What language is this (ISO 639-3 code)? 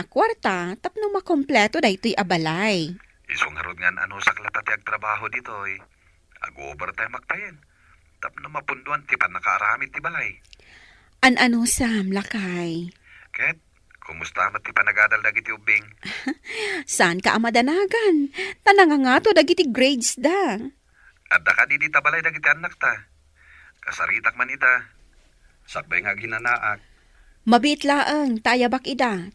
ilo